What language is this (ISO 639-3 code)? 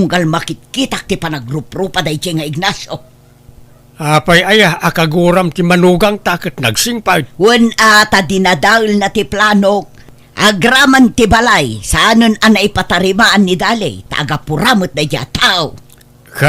ilo